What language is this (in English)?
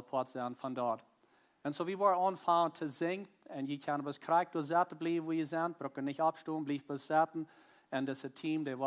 Plautdietsch